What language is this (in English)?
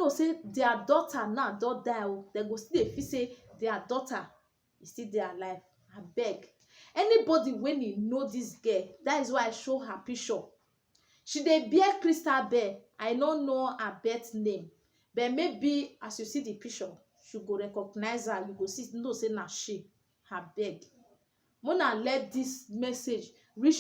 Nigerian Pidgin